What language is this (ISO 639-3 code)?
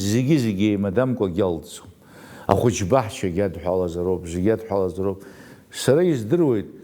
abk